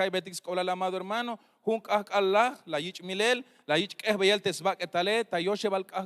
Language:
Tzeltal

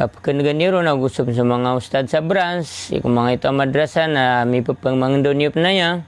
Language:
Maranao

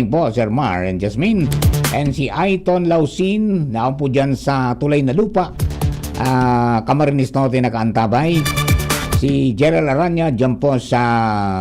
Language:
Bikol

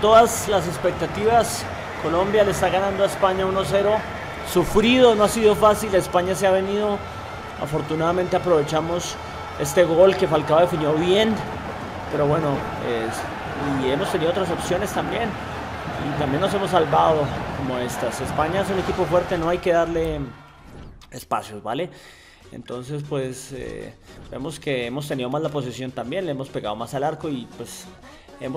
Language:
Spanish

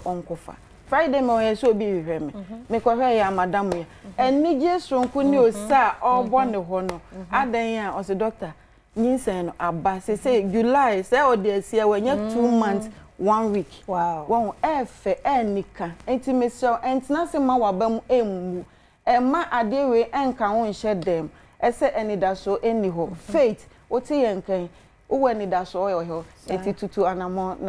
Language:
Akan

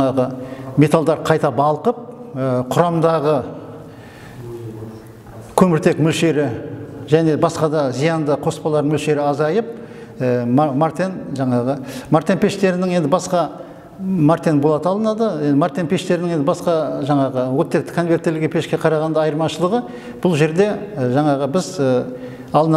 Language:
Kazakh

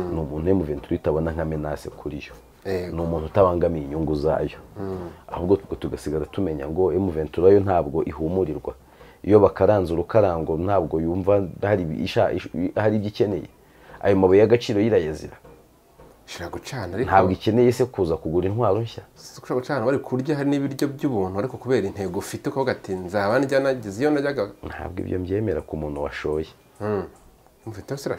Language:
Kinyarwanda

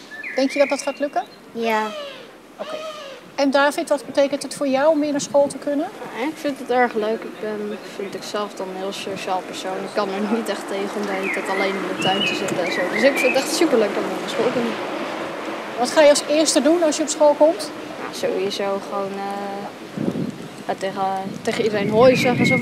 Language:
Dutch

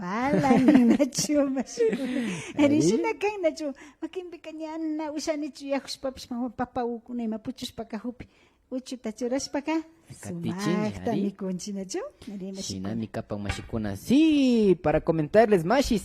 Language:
Imbabura Highland Quichua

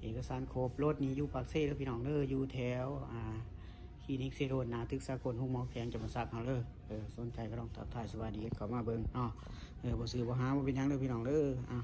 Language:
Lao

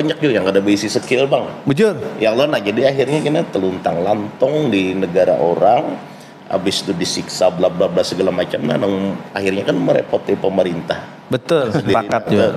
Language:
Banjar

